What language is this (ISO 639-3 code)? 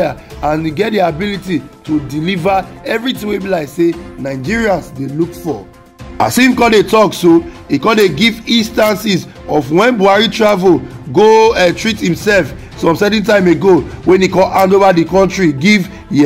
pcm